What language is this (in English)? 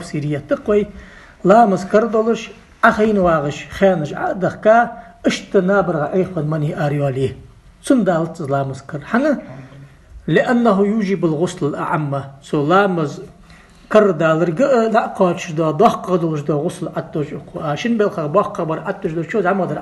Ingush